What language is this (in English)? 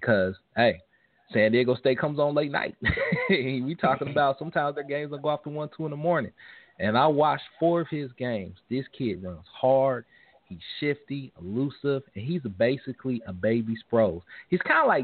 English